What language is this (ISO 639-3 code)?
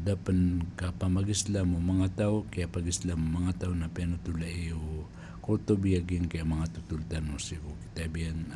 mrw